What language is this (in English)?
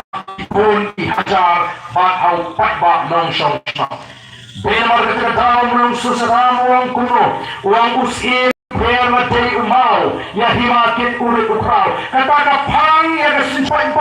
Khasi